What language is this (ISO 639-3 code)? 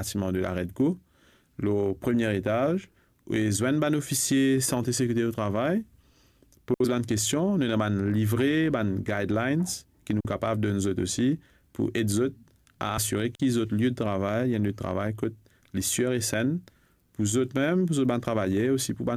mfe